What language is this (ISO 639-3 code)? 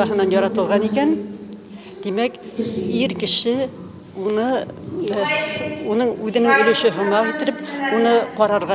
bak